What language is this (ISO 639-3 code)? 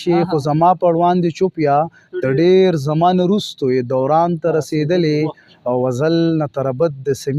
pus